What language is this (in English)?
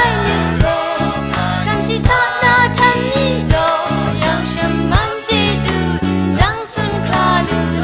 Kachin